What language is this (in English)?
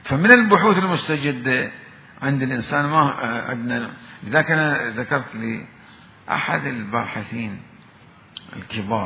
Mesopotamian Arabic